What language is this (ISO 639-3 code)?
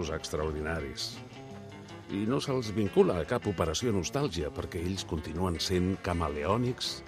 cat